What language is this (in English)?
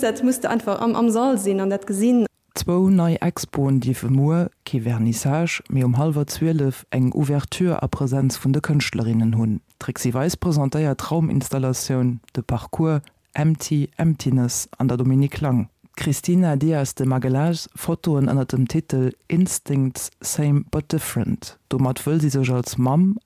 Luxembourgish